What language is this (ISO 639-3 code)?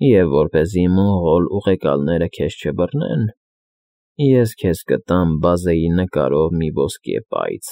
hye